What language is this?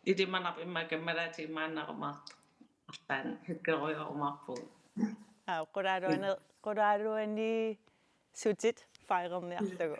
Kalaallisut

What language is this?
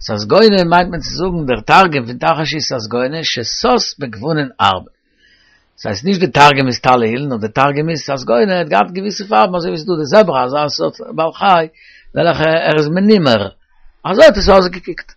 Yiddish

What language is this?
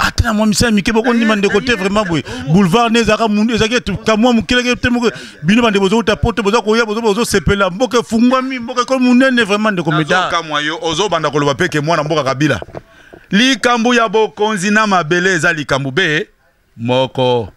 Lingala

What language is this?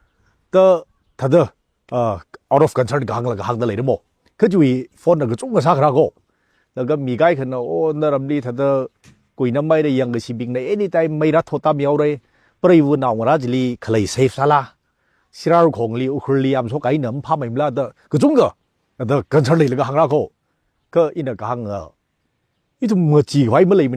Tangkhul Naga (India)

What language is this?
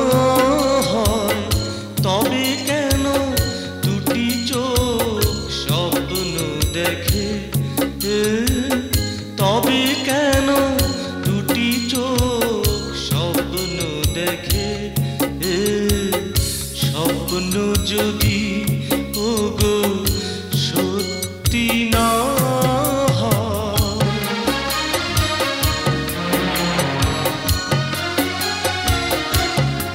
Bangla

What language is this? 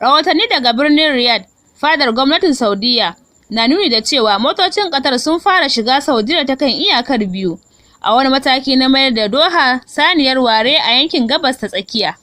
Hausa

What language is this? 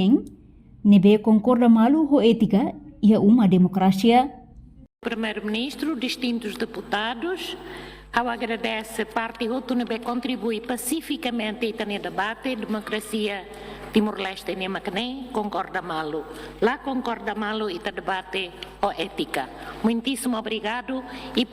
Tetum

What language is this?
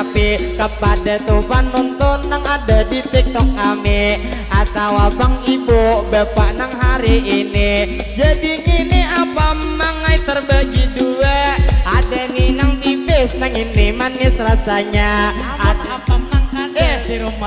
Banjar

